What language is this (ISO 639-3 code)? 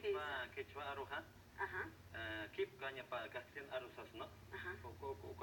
aym